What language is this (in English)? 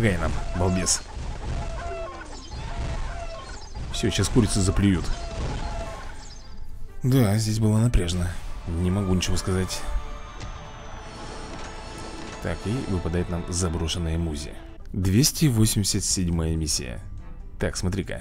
Russian